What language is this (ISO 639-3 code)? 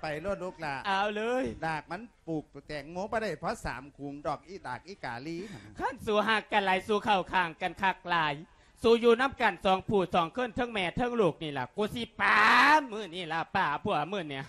lao